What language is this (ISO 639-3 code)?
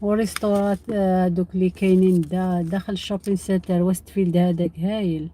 arq